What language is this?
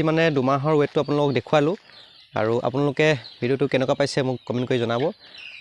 Assamese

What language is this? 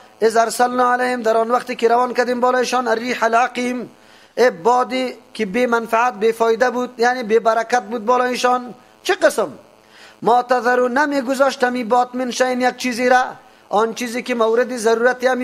Persian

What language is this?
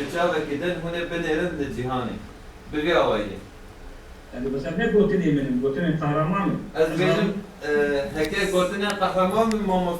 Kurdish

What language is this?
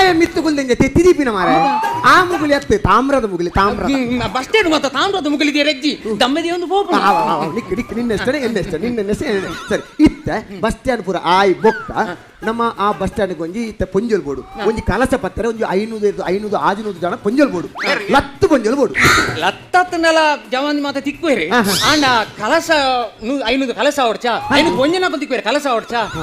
Tulu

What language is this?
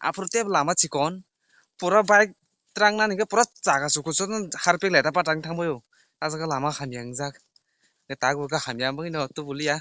Kok Borok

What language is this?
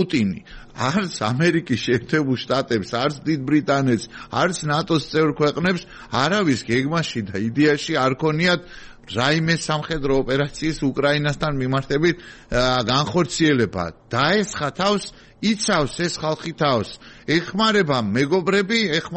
Georgian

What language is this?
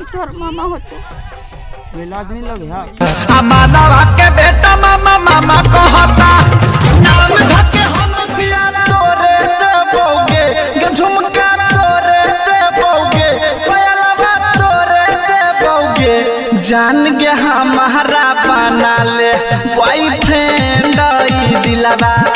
Maithili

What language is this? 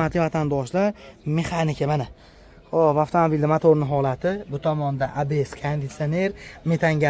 Uzbek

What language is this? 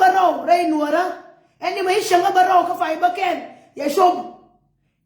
Nuer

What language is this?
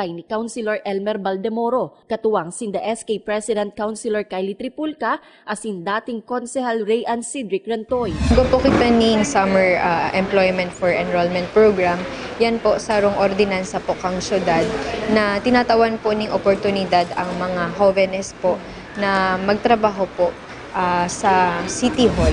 Bikol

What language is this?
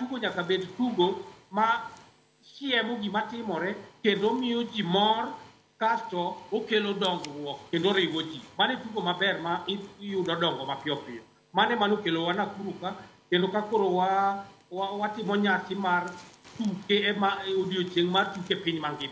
Luo (Kenya and Tanzania)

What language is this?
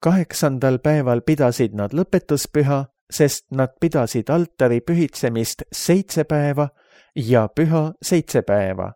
Estonian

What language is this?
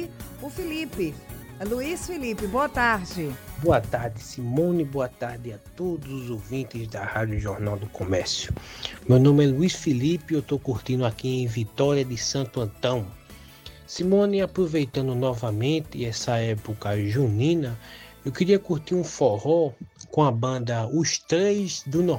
Portuguese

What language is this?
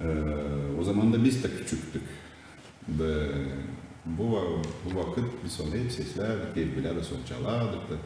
Gagauz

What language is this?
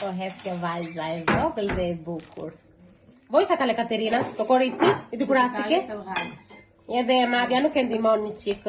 Albanian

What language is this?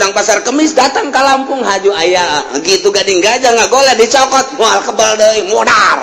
Sundanese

